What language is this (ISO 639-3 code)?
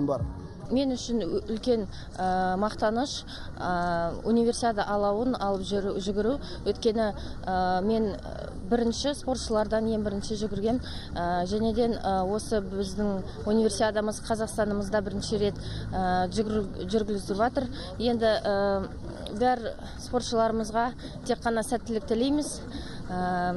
kaz